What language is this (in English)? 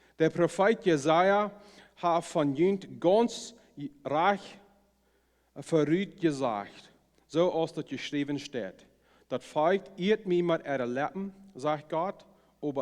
Plautdietsch